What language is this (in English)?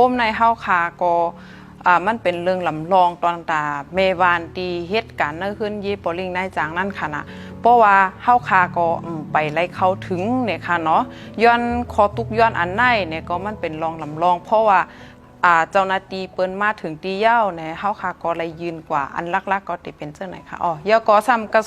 Shan